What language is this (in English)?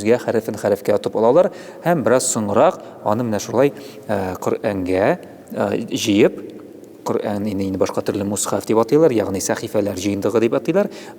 Tatar